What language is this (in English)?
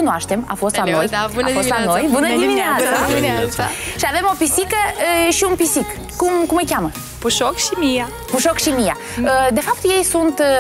Romanian